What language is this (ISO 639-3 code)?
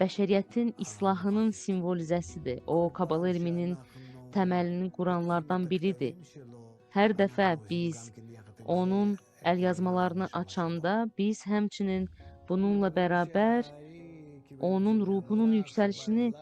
aze